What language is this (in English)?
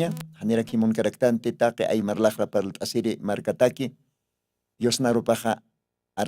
Aymara